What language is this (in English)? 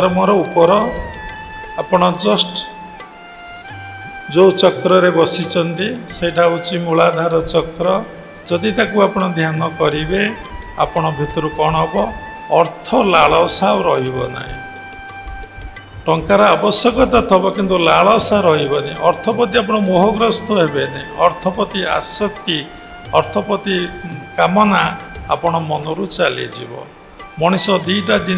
Odia